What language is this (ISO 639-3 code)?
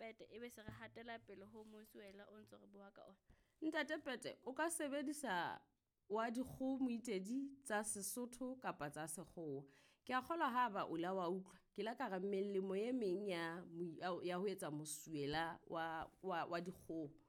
sot